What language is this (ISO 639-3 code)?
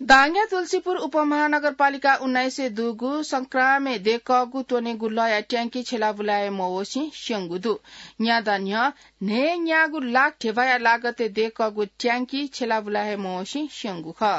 new